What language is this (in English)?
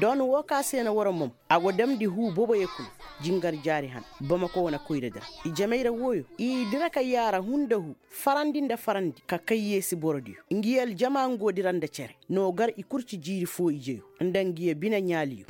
Koyraboro Senni